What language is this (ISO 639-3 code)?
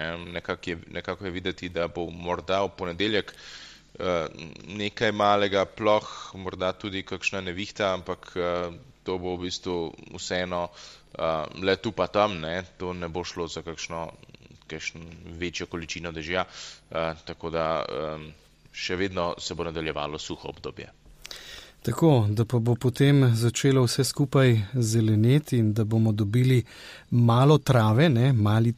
slv